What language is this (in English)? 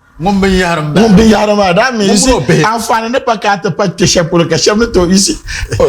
Dagbani